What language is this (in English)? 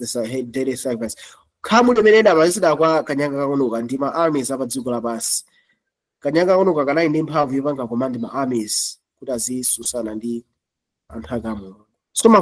Nyanja